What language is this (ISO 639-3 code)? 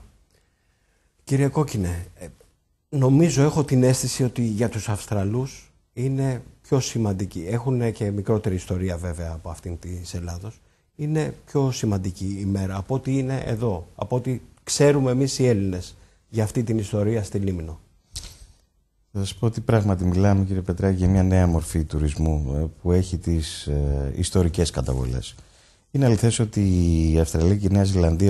ell